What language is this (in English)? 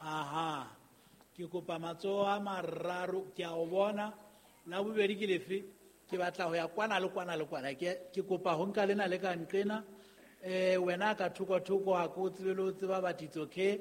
Southern Sotho